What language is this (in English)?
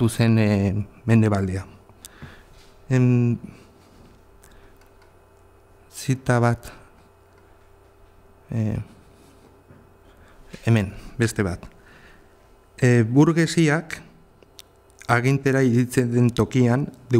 Basque